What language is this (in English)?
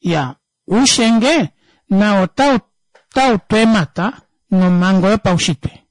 Kuanyama